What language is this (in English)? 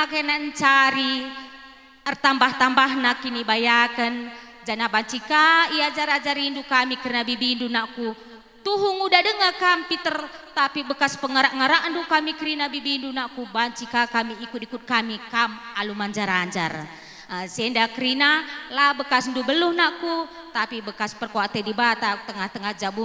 Batak Karo